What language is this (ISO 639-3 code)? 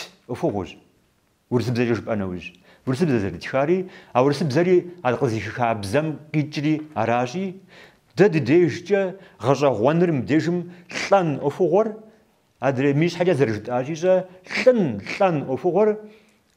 kbd